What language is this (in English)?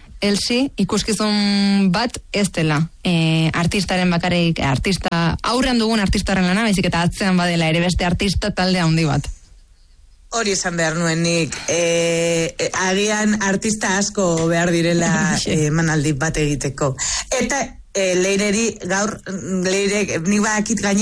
Basque